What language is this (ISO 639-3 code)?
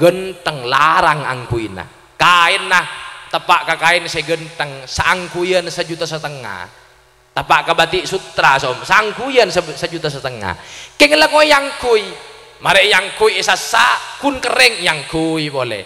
mad